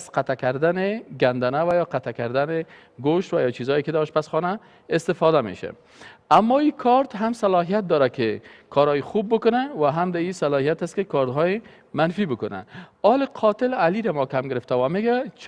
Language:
Persian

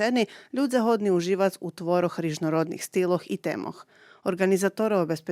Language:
Rusyn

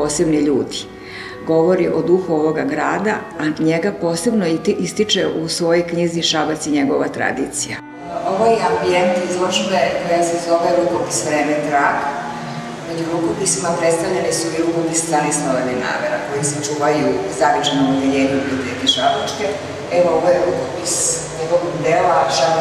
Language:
Serbian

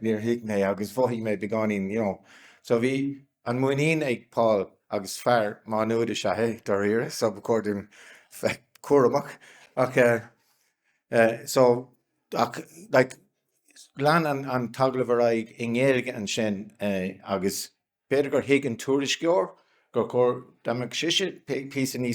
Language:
Irish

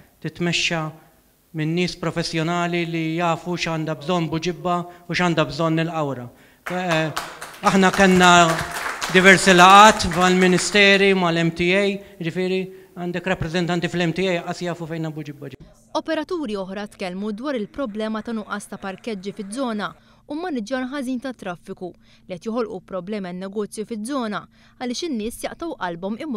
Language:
Maltese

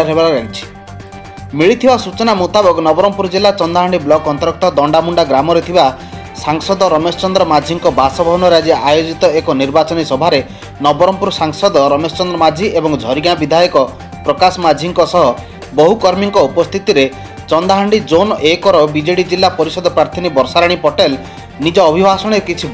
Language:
Odia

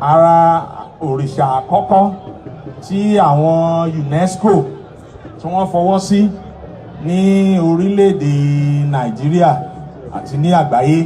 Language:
Yoruba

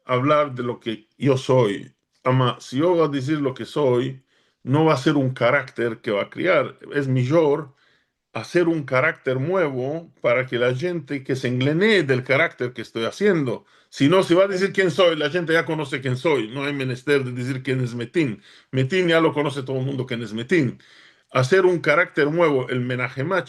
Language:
Ladino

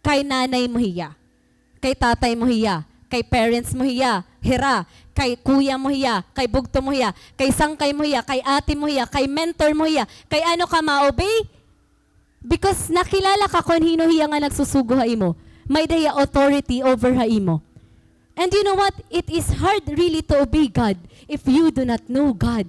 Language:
Waray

